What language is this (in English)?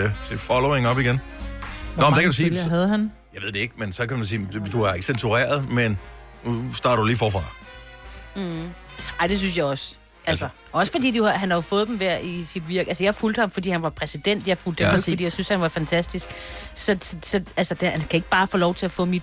Danish